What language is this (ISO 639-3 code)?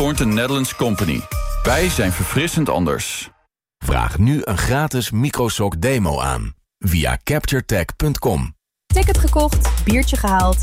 nld